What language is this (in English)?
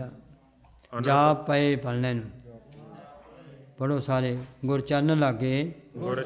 Punjabi